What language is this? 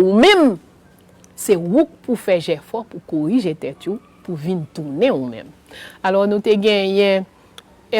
Haitian Creole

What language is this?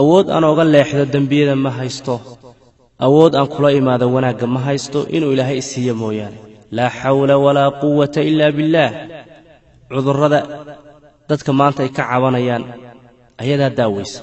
Somali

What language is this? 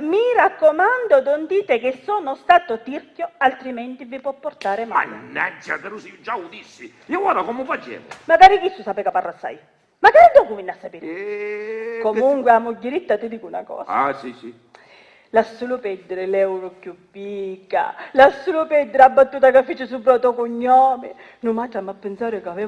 Sicilian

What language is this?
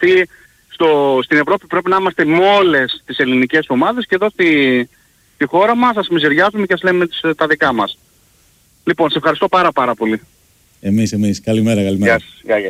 Greek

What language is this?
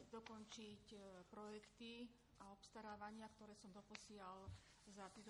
Slovak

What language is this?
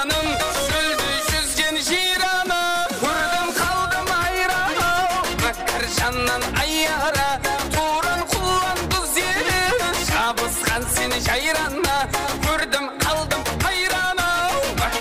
Kara-Kalpak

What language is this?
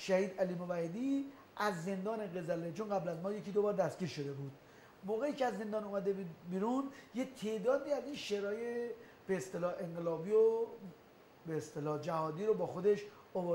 Persian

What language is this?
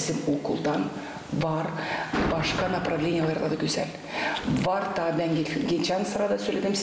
Gagauz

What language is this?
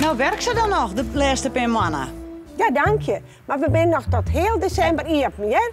Western Frisian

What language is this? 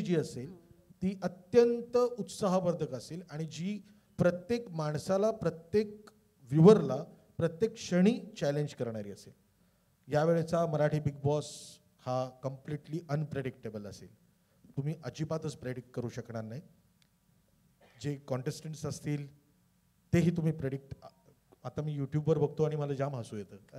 Marathi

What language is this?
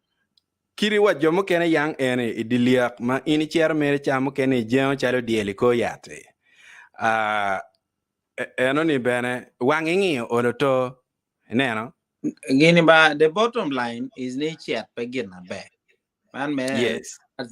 Acoli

